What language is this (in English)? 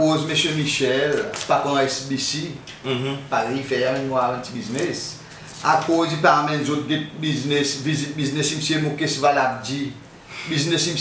Seselwa Creole French